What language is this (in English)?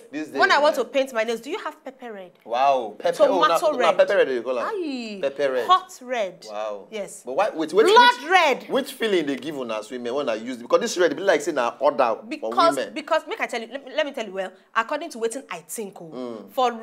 Nigerian Pidgin